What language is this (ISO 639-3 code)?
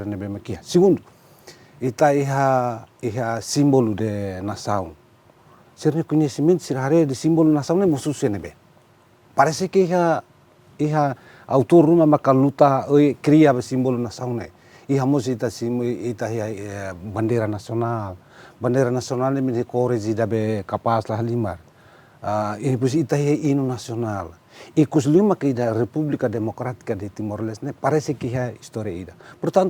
tet